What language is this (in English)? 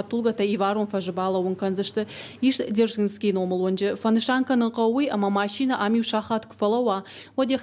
Ossetic